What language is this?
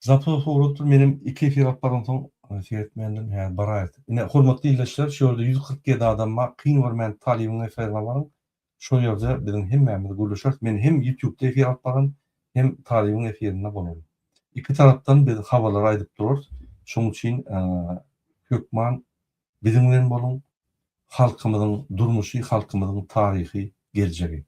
Turkmen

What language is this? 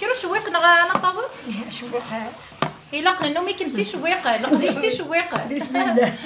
Kabyle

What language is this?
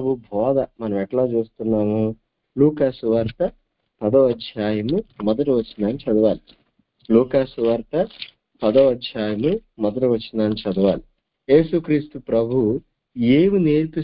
Telugu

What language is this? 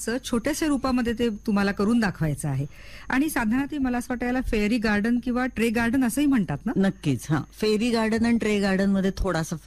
Marathi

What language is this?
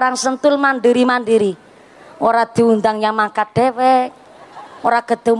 Javanese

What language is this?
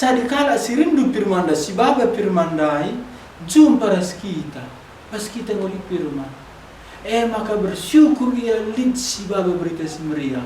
Batak Karo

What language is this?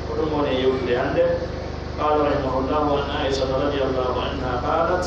Pular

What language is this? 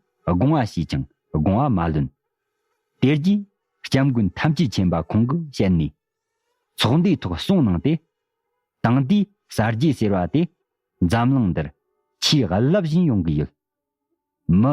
Tibetan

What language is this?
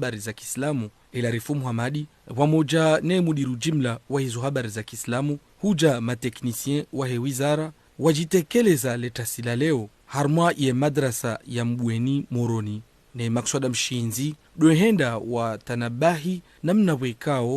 Ngazidja Comorian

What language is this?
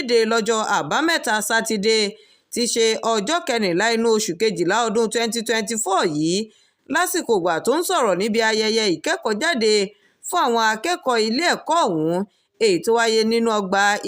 Yoruba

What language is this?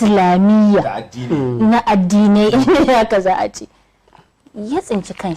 Hausa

